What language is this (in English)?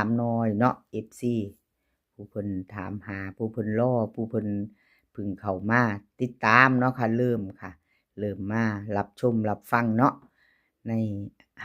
Northeastern Thai